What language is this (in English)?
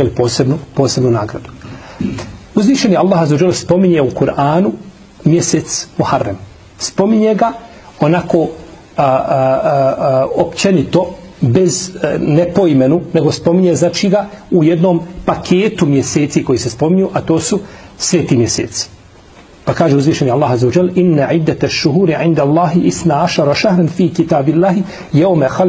Bosnian